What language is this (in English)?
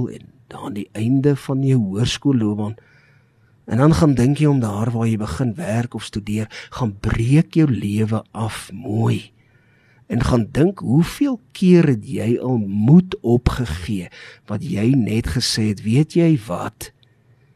Afrikaans